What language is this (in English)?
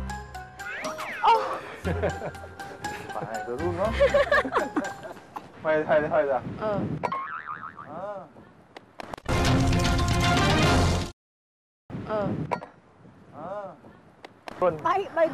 Vietnamese